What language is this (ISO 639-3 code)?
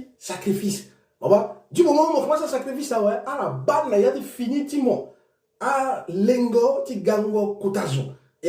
sag